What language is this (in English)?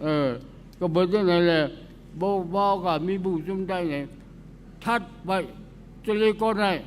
Shan